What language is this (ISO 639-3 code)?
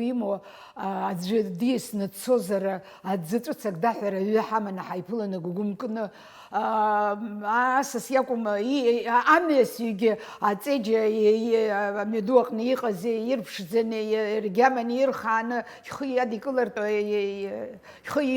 abk